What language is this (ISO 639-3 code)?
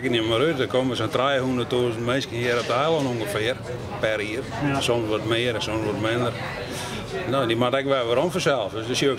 fry